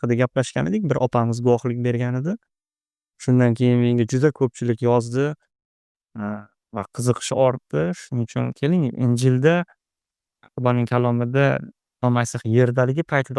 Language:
Uzbek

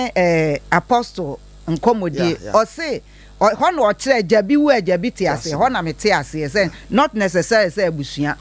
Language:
Akan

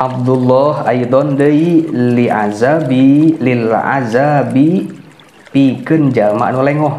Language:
Sundanese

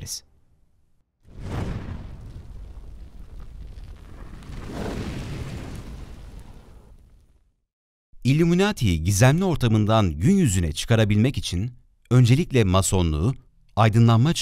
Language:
Turkish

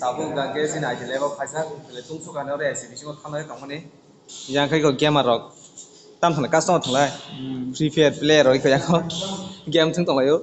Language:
Kok Borok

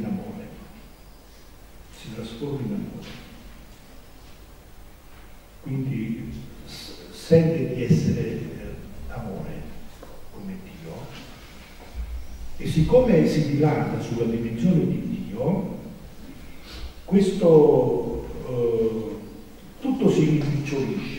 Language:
Italian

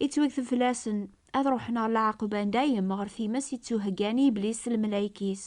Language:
Kabyle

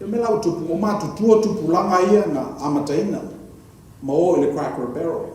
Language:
Samoan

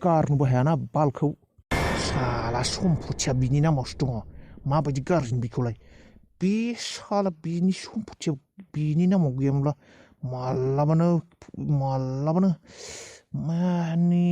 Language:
Bodo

